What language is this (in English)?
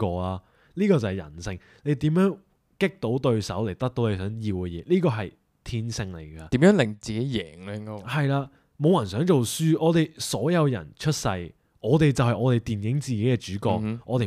Cantonese